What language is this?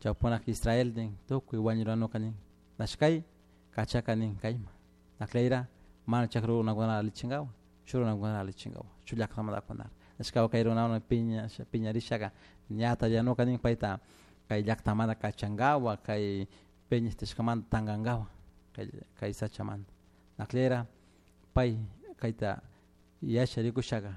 Chimborazo Highland Quichua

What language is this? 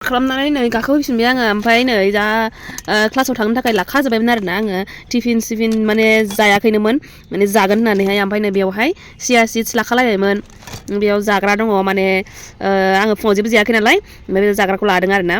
Bodo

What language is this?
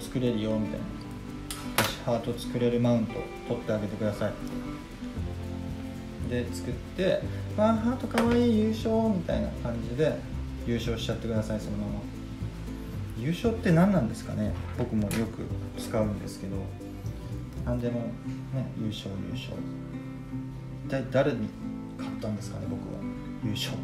Japanese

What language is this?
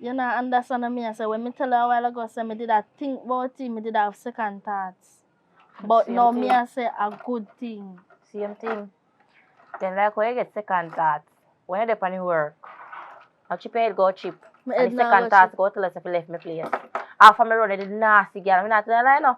Jamaican Creole English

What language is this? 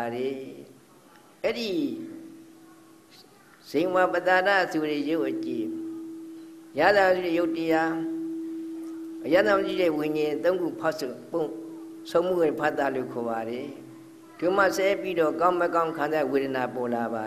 Burmese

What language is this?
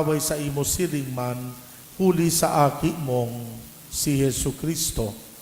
Bikol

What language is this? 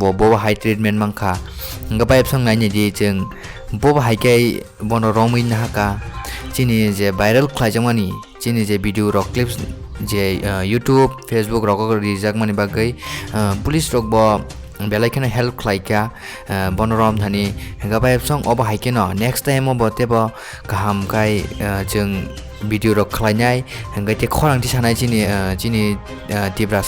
Kok Borok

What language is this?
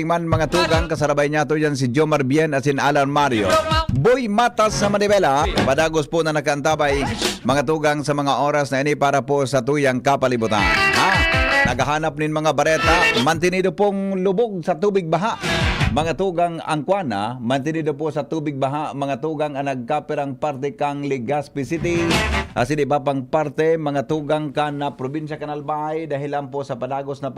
Bikol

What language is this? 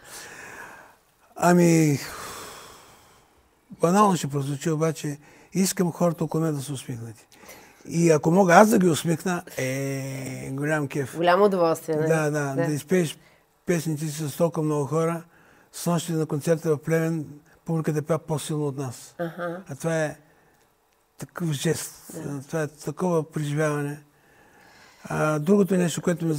Bulgarian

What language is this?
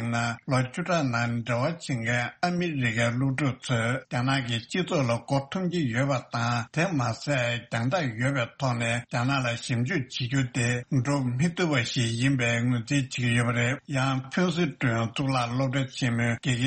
Tibetan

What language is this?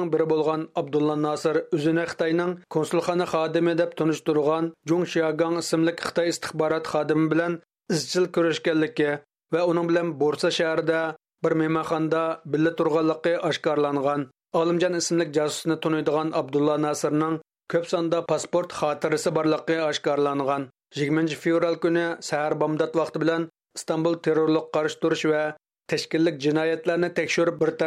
Uyghur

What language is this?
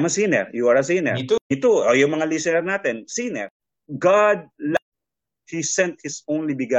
Filipino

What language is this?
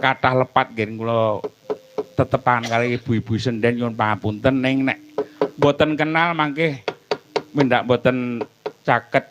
Javanese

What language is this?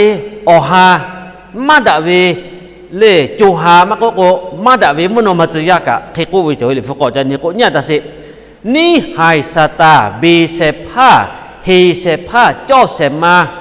Lahu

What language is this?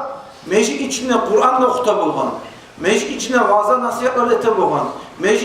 Kumyk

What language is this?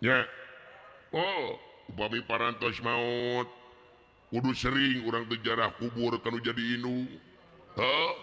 Sundanese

